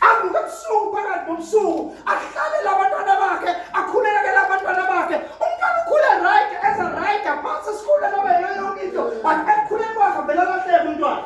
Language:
Zulu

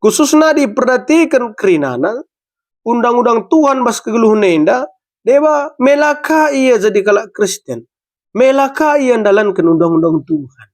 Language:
Batak Karo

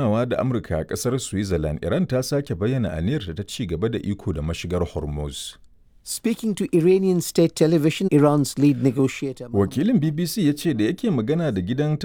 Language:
Hausa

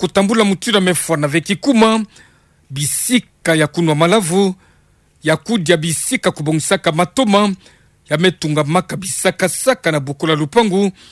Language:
Kituba (Democratic Republic of Congo)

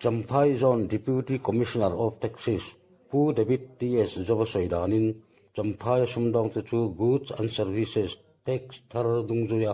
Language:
Mizo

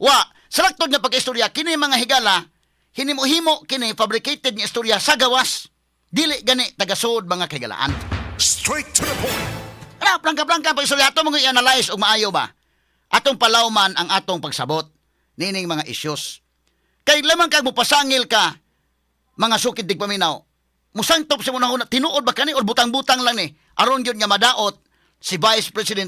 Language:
Cebuano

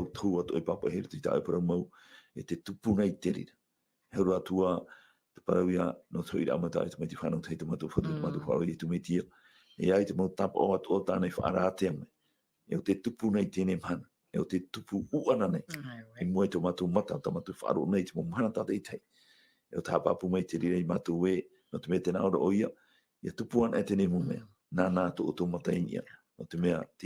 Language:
Tahitian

